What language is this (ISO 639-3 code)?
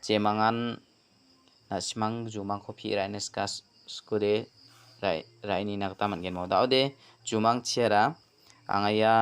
grt